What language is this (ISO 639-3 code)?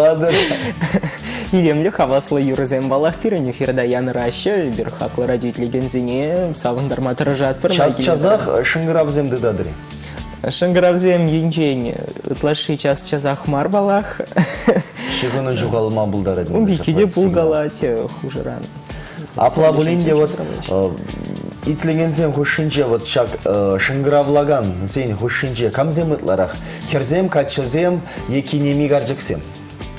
chv